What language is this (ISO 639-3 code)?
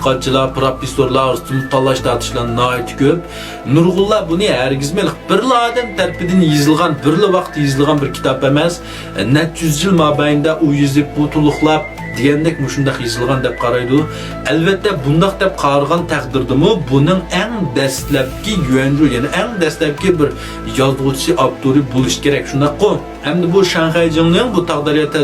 uig